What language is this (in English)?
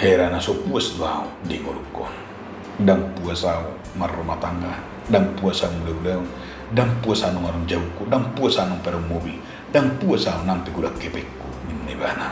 Batak Toba